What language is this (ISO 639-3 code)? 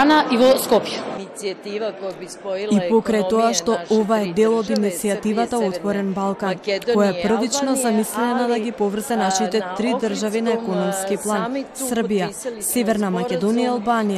mkd